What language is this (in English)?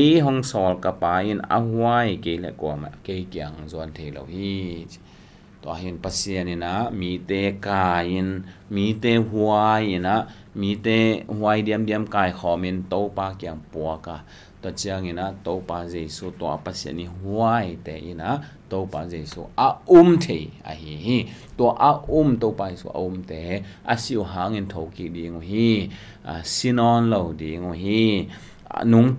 Tedim Chin